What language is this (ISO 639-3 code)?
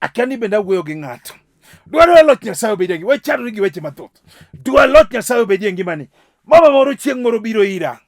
luo